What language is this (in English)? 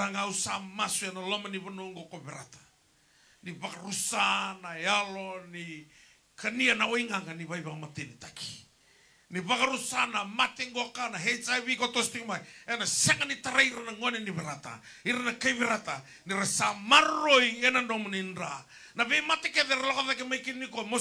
Fijian